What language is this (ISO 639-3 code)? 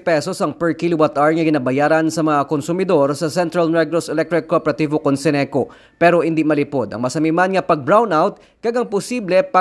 hil